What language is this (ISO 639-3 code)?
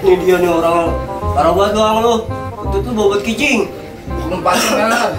bew